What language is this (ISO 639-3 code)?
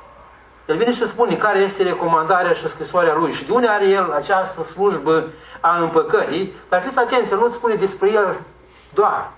ron